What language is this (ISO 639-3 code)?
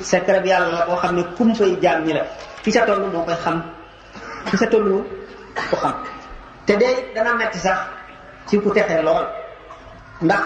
wol